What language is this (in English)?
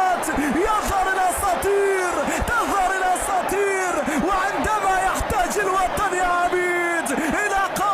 Egyptian Arabic